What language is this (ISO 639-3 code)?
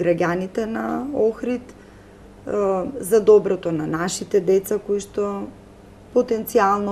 mkd